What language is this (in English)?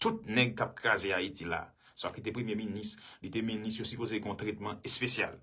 Haitian Creole